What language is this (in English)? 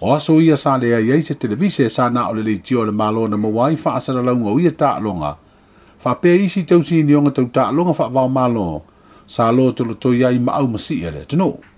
Samoan